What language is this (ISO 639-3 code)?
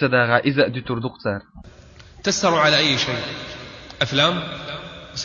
che